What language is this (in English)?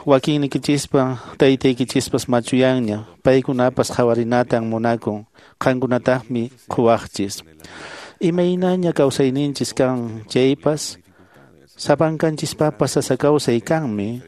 Quechua